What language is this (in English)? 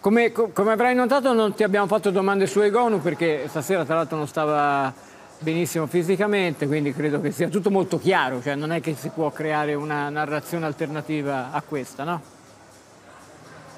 Italian